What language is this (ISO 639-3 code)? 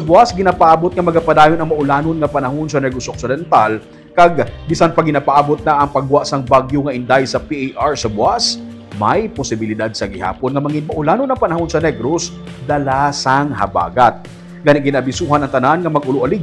hil